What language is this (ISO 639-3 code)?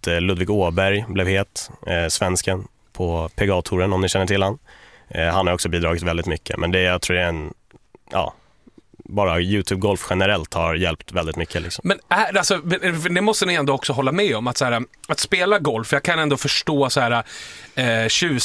swe